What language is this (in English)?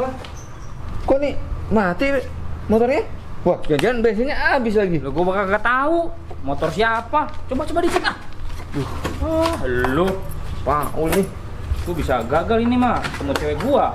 Betawi